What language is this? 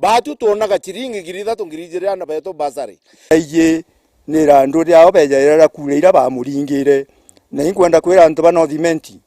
Meru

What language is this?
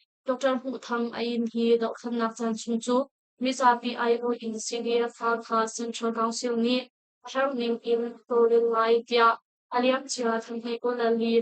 Hakha Chin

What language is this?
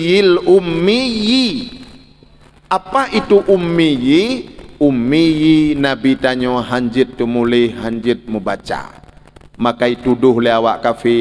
Achinese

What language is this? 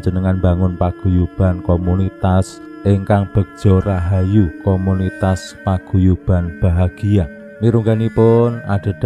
Javanese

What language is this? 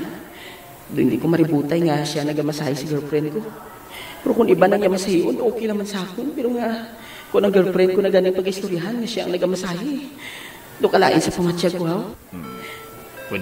Hiligaynon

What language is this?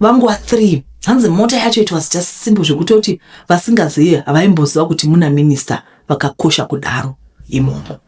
Shona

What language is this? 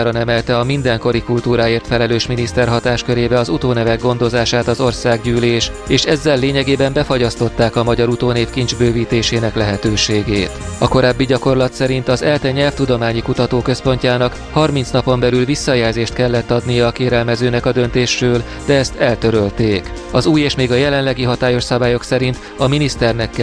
Hungarian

